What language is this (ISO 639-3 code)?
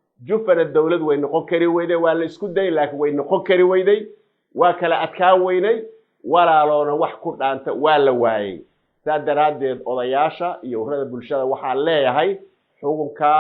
som